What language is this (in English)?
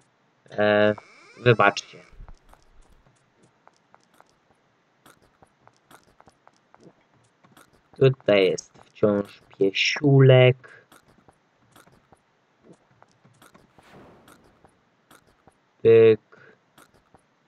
Polish